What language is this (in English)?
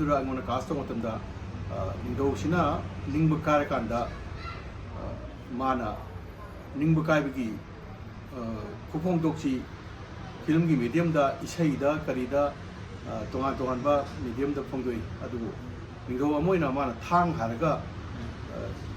Manipuri